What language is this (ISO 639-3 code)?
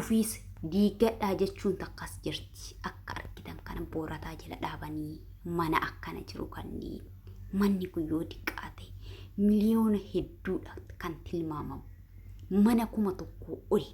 orm